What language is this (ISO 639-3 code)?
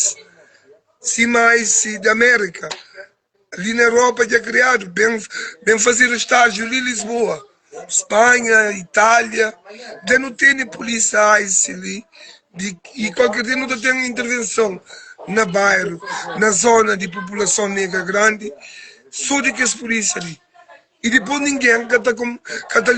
kea